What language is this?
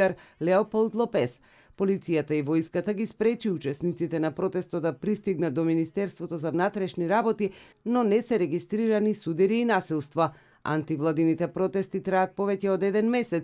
Macedonian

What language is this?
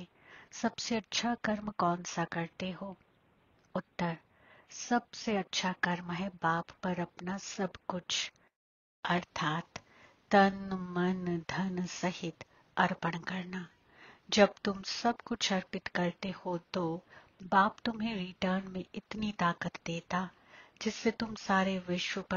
Hindi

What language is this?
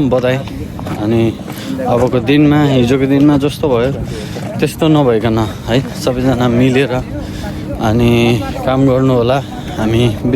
Nepali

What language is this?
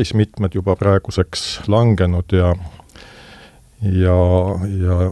Estonian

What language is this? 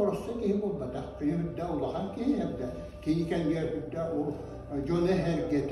Yakut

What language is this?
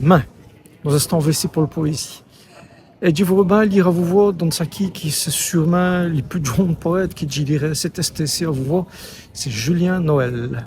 Walloon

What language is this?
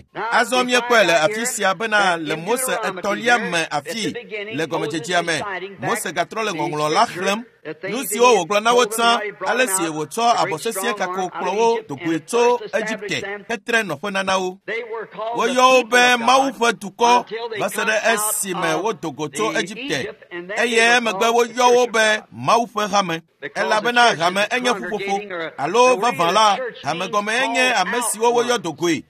Ewe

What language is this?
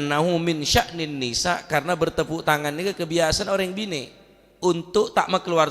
Madurese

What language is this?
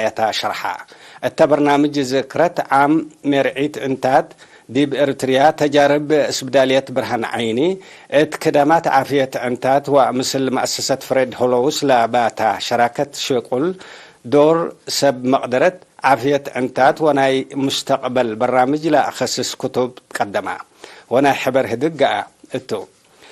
Tigre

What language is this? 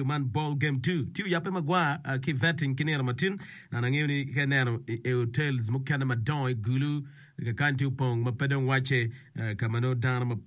Acoli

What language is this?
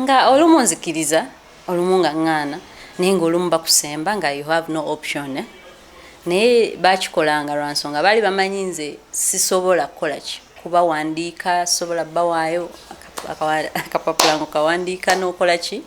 Ganda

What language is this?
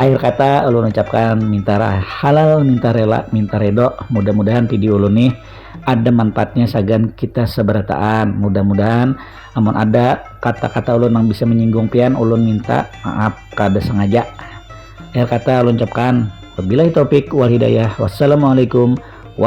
Banjar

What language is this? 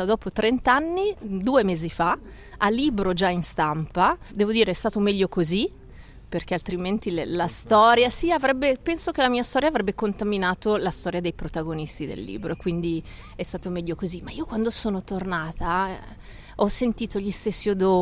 Italian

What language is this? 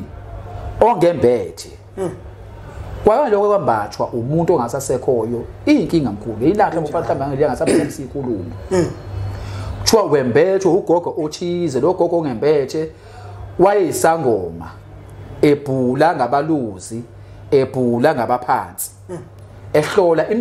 Zulu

